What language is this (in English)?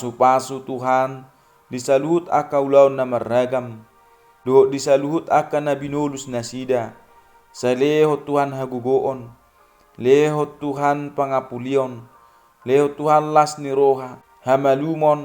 Batak Toba